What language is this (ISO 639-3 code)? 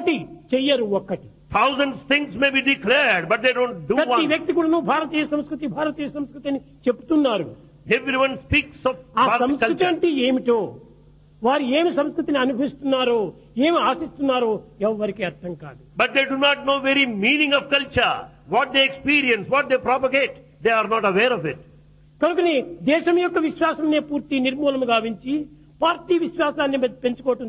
tel